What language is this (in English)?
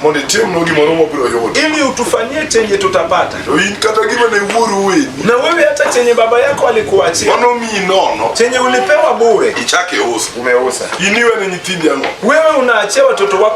Luo (Kenya and Tanzania)